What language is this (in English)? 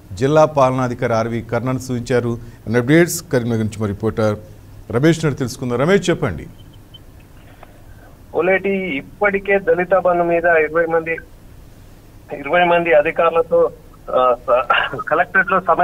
Telugu